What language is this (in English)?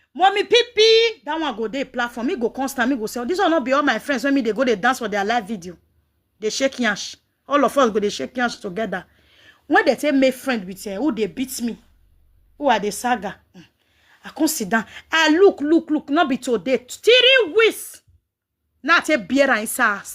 Nigerian Pidgin